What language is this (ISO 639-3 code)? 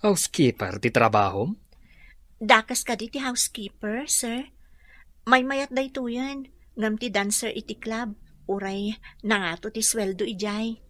ilo